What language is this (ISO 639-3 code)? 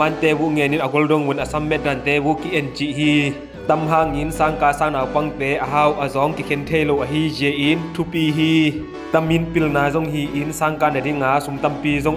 ctd